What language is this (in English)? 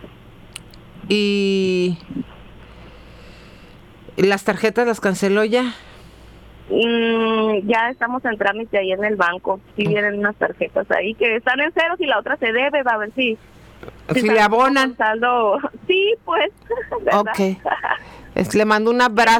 Spanish